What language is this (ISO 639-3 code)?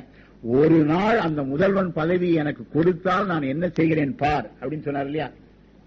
tam